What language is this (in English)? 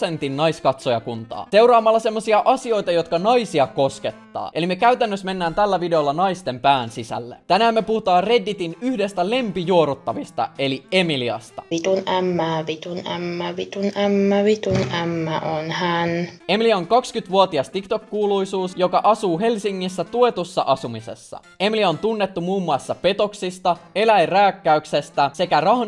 Finnish